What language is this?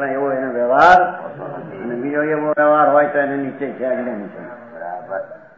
Gujarati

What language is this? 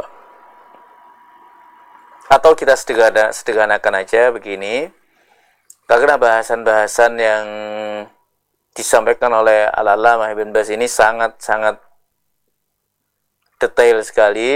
Indonesian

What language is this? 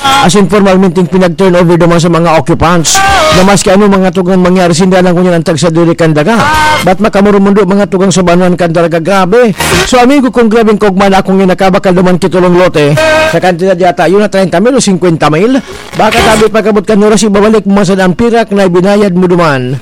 Bikol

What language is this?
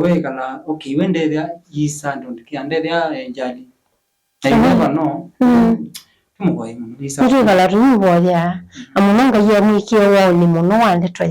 Kamba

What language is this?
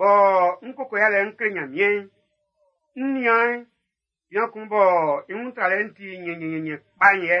Baoulé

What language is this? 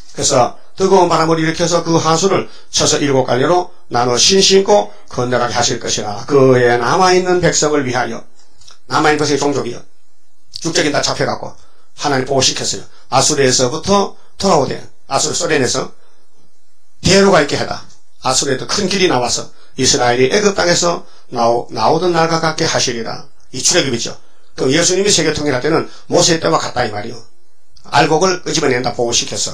Korean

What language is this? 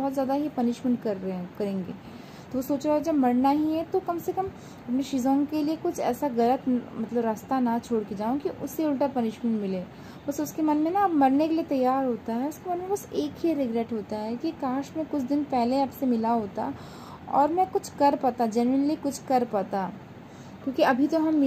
Hindi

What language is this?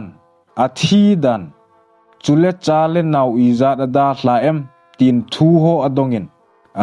Thado Chin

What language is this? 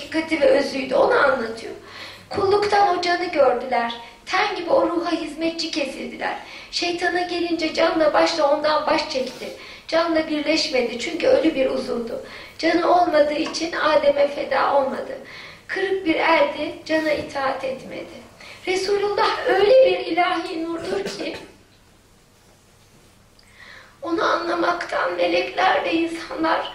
Turkish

